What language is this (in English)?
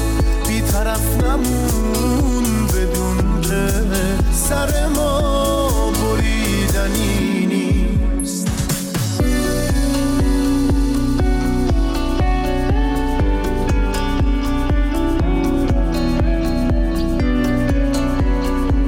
Persian